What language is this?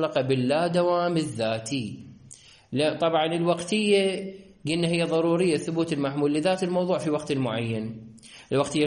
Mesopotamian Arabic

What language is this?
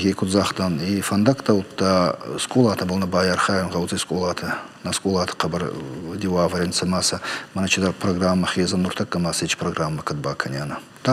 Ossetic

